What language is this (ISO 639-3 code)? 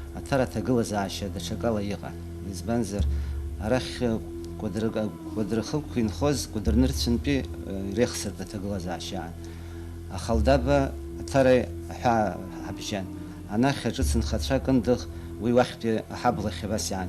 abk